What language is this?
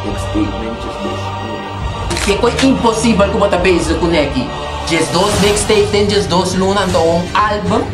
Papiamento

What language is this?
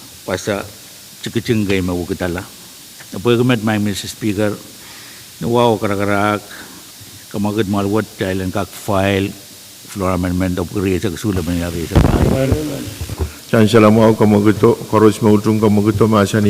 Pohnpeian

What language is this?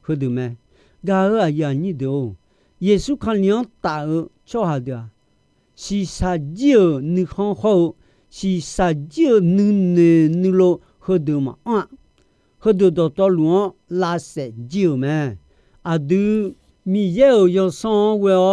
Akha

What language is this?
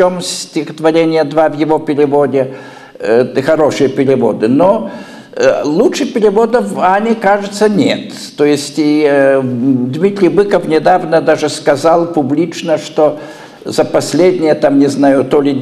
Russian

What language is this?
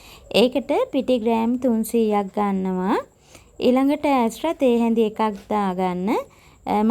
Sinhala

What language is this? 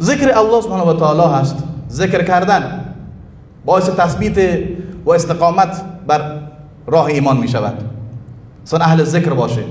Persian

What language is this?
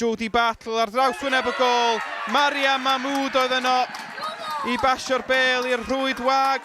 Welsh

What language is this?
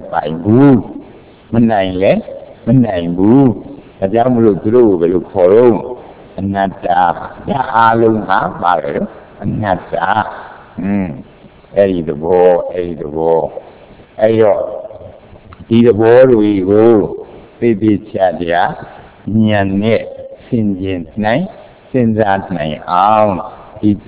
Burmese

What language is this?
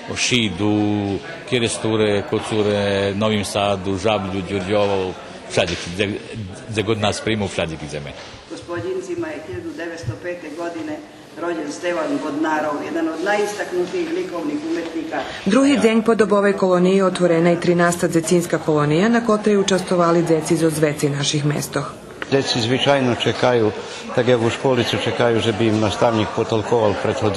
Rusyn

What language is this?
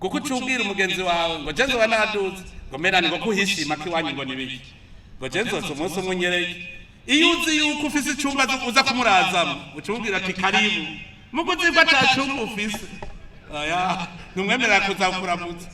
Rundi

